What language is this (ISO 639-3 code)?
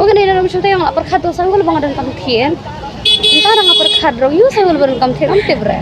kha